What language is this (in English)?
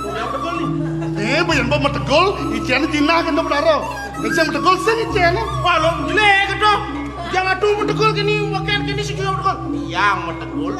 Balinese